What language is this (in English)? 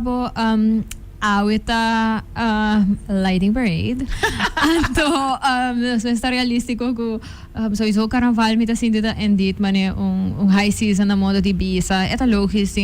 Papiamento